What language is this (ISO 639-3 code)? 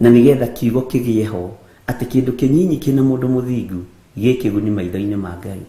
kik